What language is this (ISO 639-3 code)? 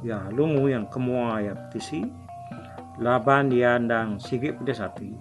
iba